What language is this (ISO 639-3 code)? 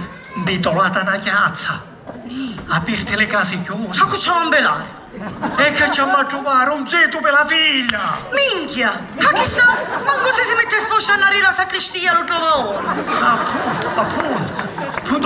scn